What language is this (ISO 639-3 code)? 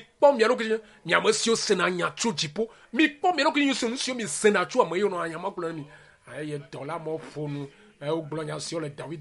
ewe